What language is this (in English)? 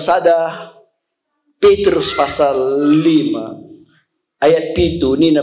Batak Karo